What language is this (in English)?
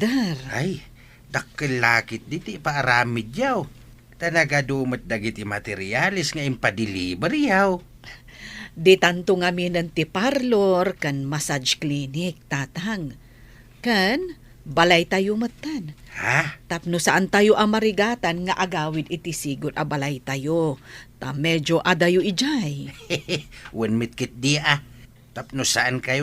Iloko